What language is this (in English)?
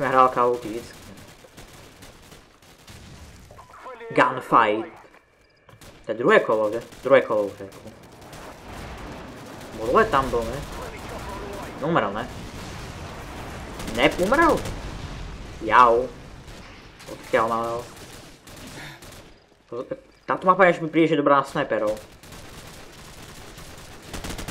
Slovak